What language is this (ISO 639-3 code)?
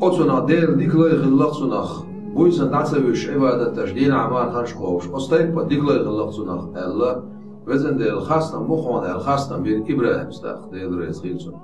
che